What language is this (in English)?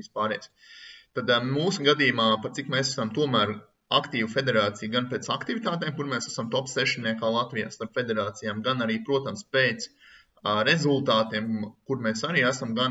Latvian